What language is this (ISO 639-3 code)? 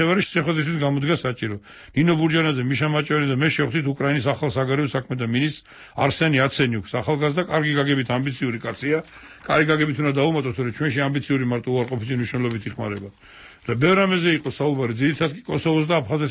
kat